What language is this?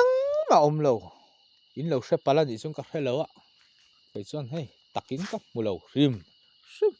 Mizo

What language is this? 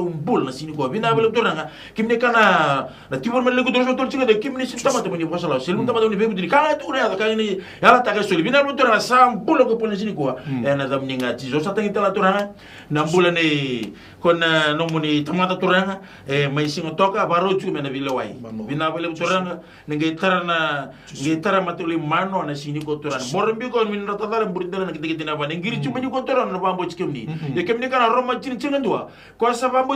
Fijian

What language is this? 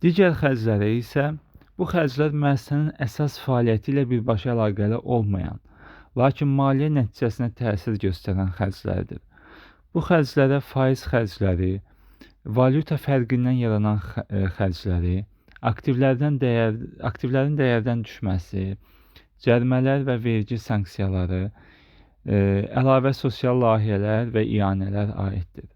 Azerbaijani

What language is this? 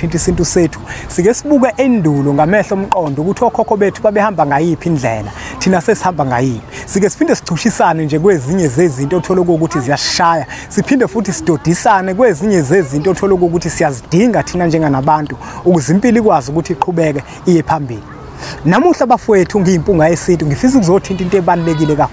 Zulu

